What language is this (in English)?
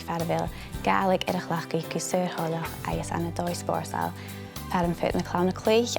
Scottish Gaelic